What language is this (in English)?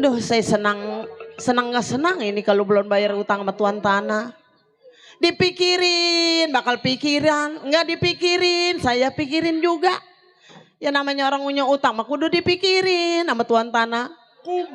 Betawi